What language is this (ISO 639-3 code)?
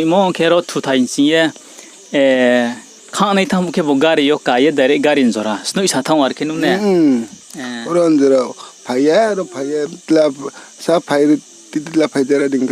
ria